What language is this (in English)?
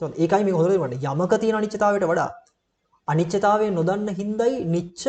Sinhala